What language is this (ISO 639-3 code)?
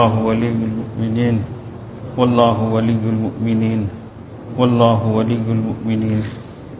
urd